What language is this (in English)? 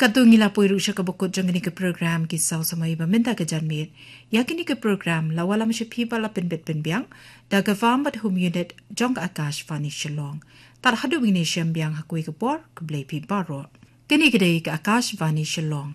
Khasi